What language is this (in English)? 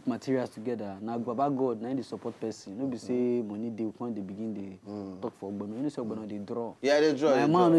Nigerian Pidgin